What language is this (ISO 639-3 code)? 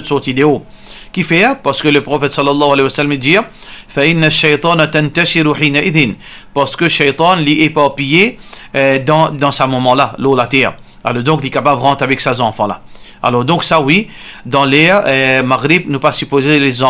mfe